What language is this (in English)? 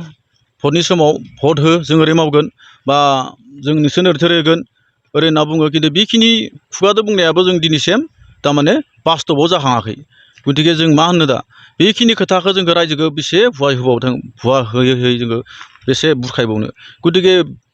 Bodo